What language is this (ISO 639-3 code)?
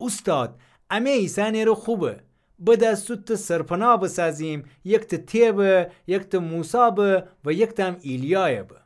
glk